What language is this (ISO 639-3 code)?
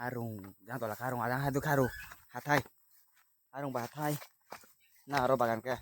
ria